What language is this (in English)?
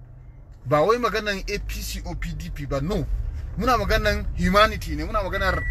Hausa